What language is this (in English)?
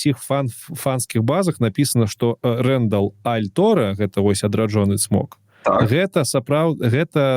Belarusian